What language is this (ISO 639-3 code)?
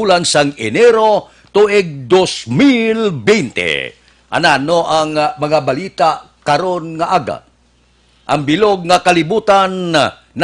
hil